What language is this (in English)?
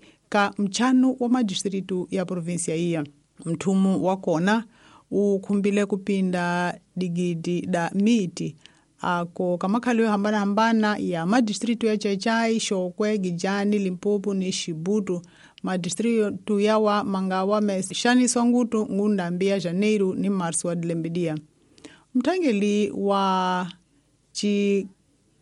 Tsonga